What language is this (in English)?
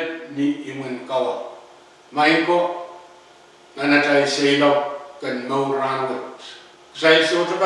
Pohnpeian